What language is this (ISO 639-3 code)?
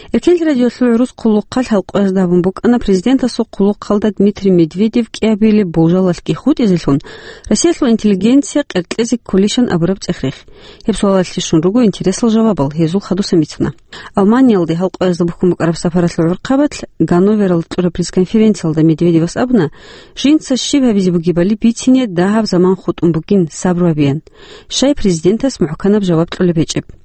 ava